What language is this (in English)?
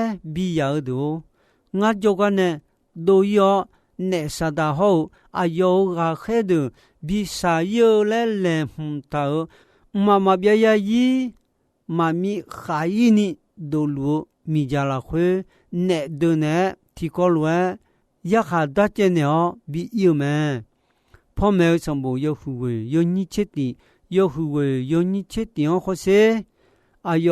Akha